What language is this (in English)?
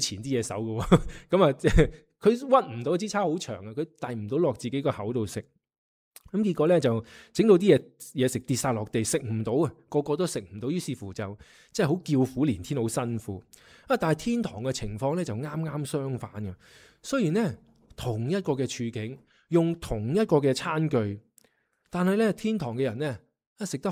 Cantonese